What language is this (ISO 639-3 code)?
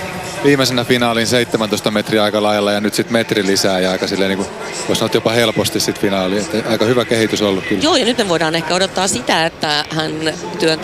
fin